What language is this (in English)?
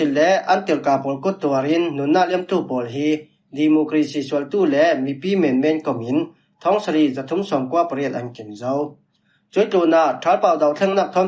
Falam Chin